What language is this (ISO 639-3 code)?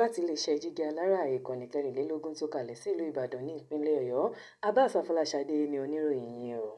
yor